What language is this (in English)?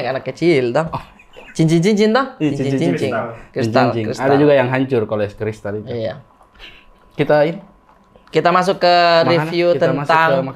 Makassar Malay